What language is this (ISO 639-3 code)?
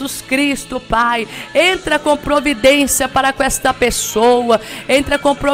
por